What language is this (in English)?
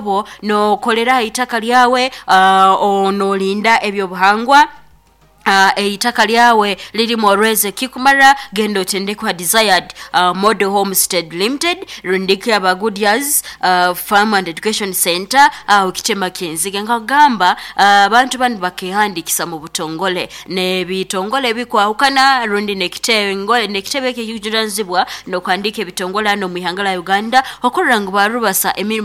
Nyoro